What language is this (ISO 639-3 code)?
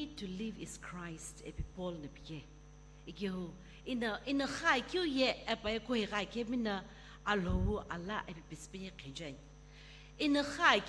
nsm